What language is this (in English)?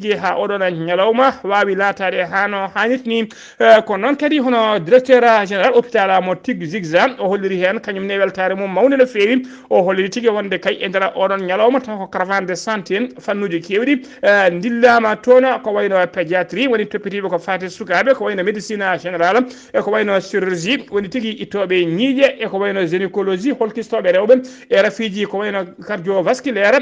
Fula